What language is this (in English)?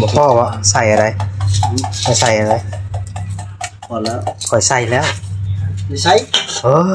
Northeastern Thai